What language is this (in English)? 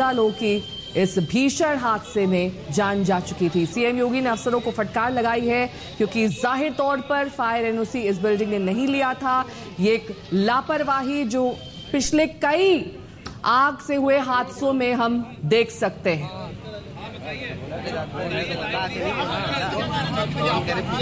Hindi